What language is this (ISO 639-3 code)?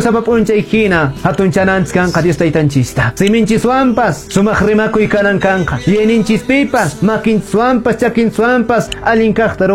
que